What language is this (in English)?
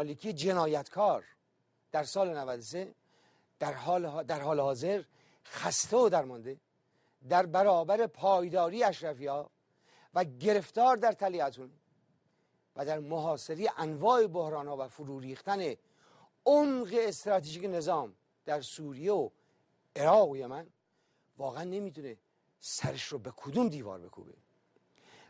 Persian